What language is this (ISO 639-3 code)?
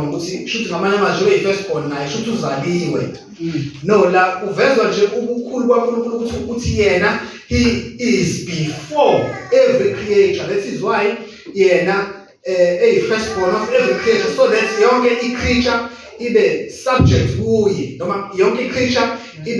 zul